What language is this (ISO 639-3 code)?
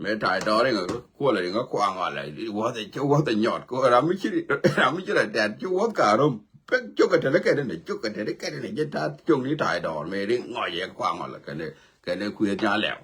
nus